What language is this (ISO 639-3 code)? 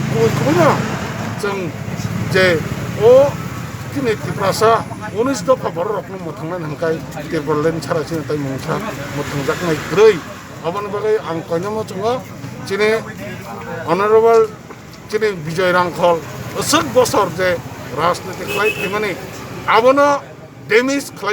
trp